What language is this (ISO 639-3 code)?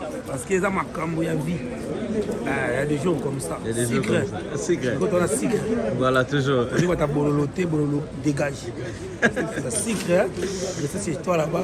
lin